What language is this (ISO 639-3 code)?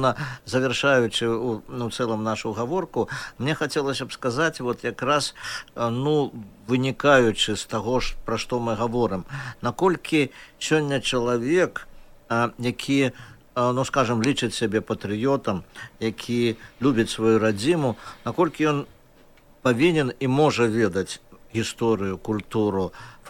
bel